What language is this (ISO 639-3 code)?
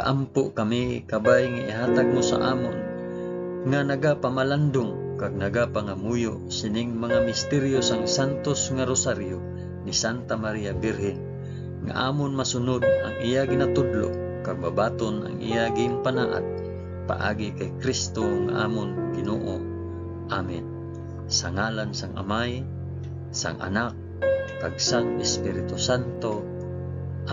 hil